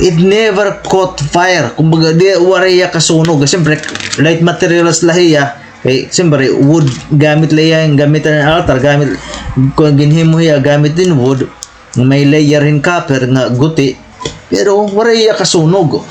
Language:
Waray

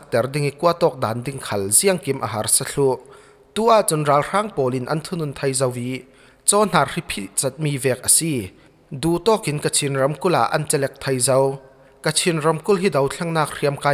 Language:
Falam Chin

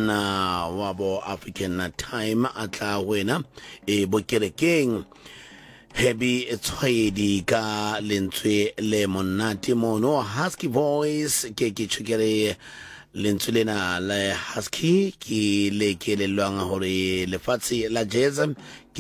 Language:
Southern Sotho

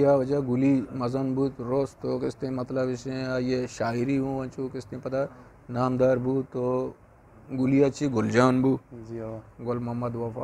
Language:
Eastern Balochi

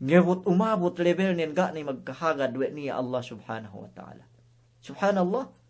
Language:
Yakan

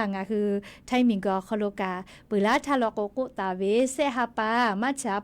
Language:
Lahu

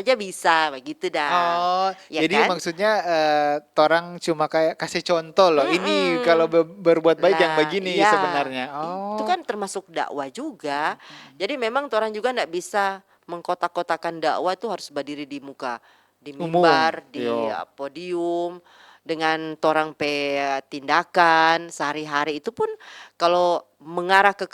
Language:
Manado Malay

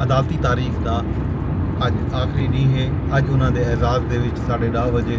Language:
Saraiki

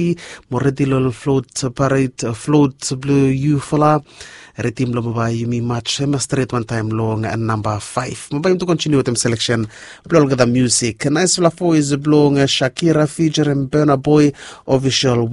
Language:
Bislama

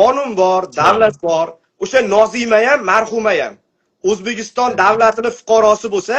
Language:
Uzbek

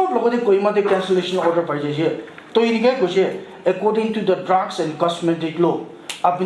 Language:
Naga Pidgin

